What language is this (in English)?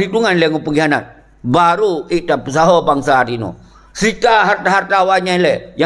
Achinese